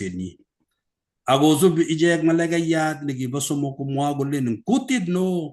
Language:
Kalenjin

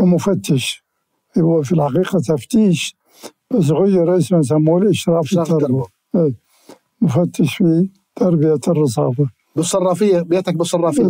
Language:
Mesopotamian Arabic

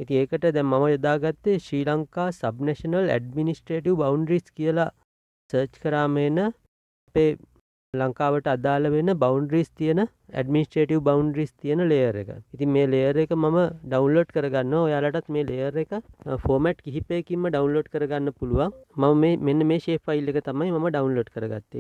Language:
Sinhala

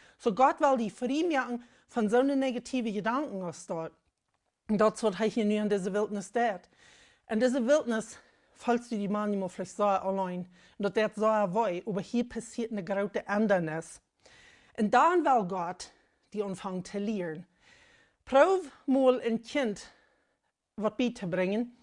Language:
Plautdietsch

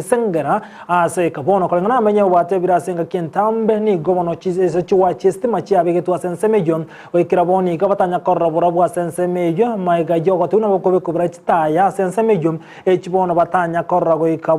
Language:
Gusii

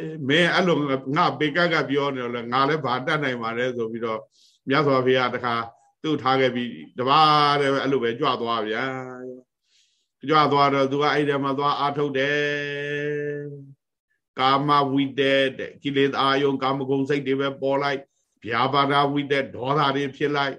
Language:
Burmese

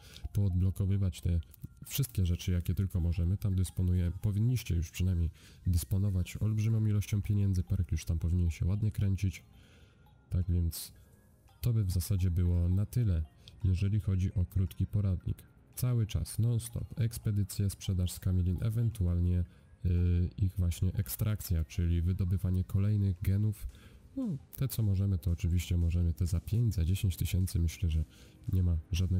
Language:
Polish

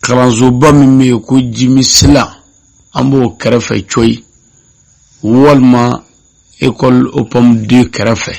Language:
Bambara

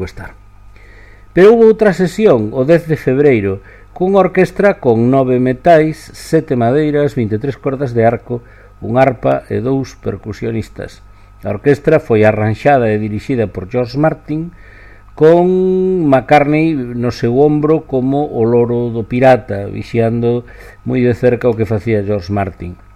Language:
Galician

